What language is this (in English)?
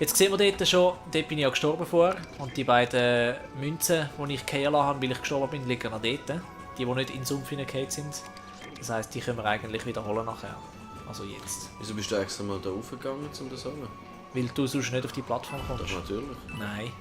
Swiss German